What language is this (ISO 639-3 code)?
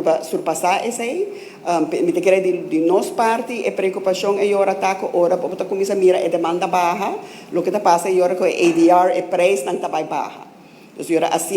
pap